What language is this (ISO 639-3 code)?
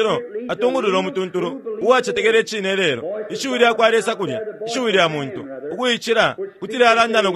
bem